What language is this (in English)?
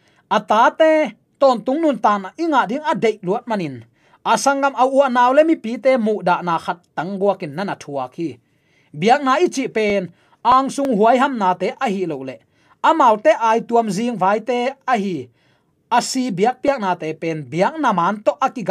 Tedim Chin